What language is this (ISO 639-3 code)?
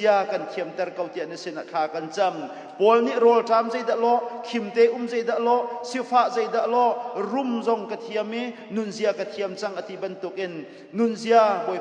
cnh